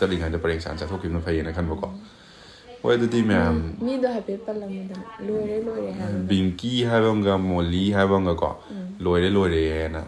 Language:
Manipuri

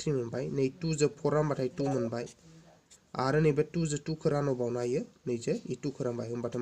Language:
Bodo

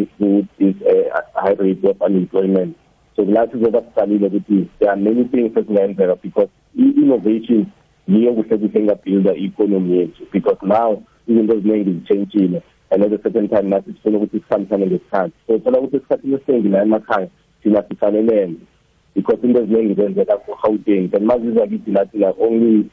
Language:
South Ndebele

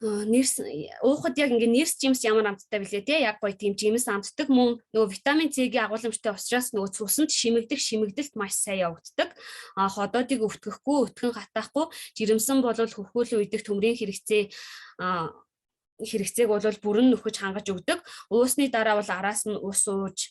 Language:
Mongolian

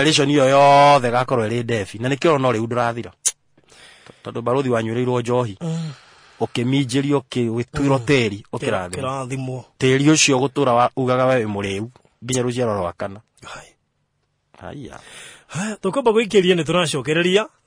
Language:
Kikuyu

